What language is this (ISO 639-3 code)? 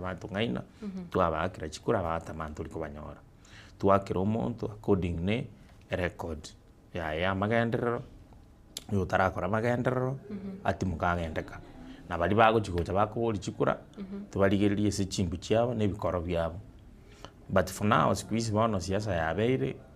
guz